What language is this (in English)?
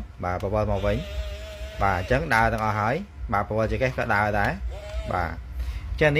Khmer